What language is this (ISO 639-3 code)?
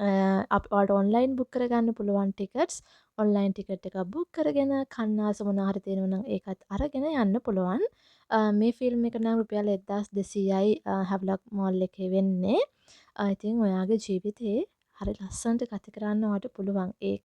sin